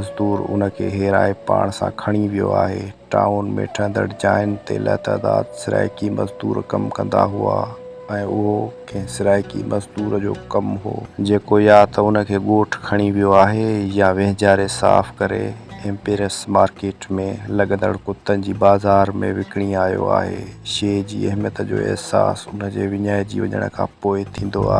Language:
Sindhi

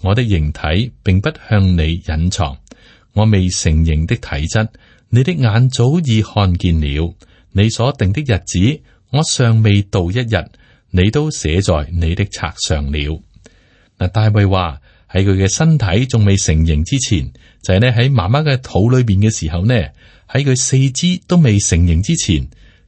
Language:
Cantonese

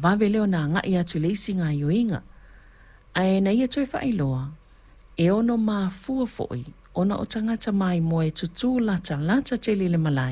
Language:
Samoan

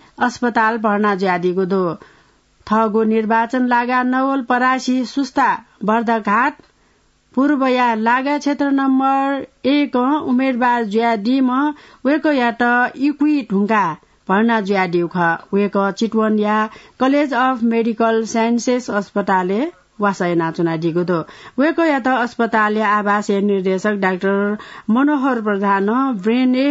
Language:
Newari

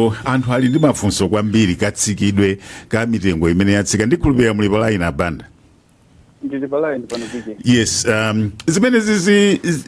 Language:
Nyanja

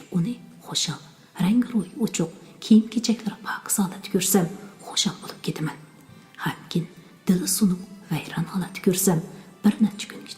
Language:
Uyghur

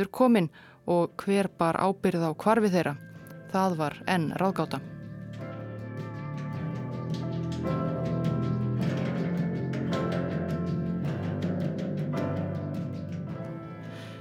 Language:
Icelandic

